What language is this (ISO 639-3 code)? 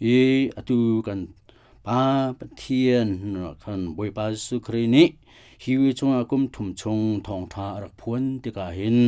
cnh